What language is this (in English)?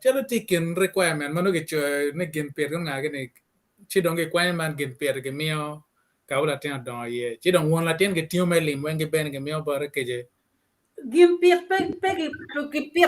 Acoli